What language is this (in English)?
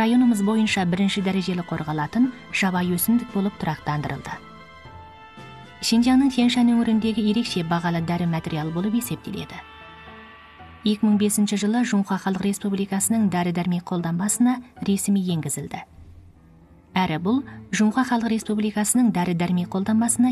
Kazakh